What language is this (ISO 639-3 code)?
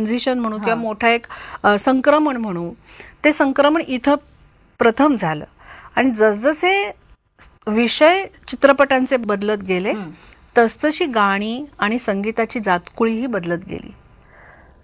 mar